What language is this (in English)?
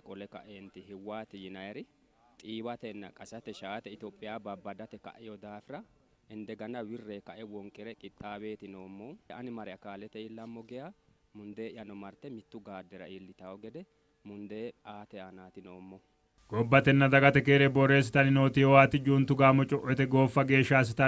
Sidamo